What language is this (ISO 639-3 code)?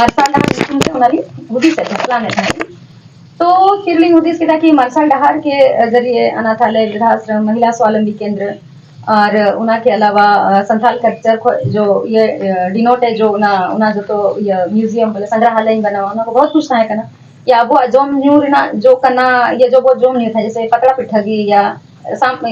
sat